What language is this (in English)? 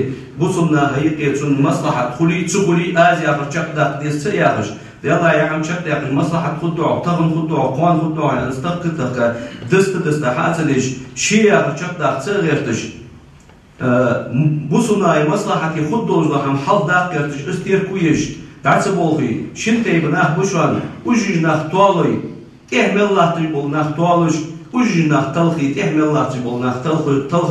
Ingush